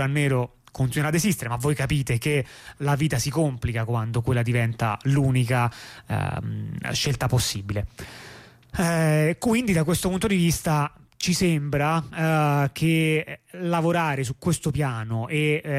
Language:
Italian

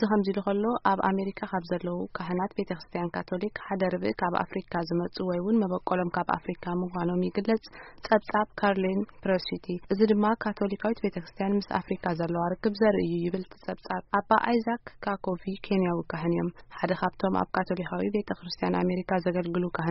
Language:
Tigrinya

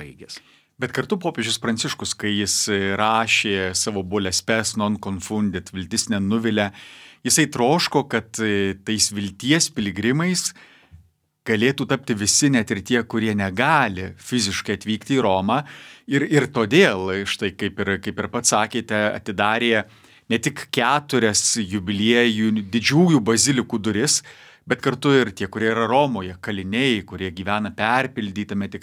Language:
Lithuanian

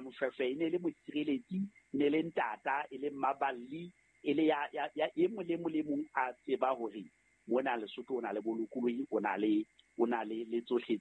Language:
Southern Sotho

